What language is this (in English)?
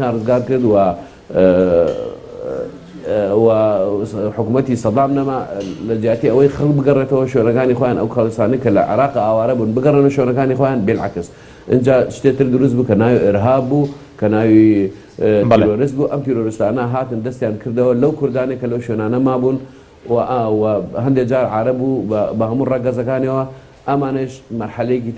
Central Kurdish